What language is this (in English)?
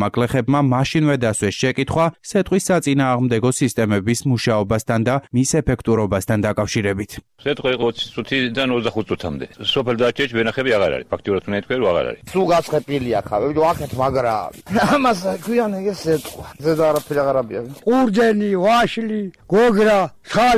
Georgian